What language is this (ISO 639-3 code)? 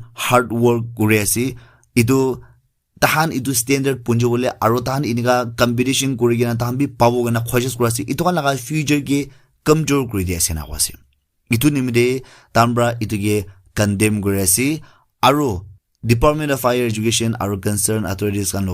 nag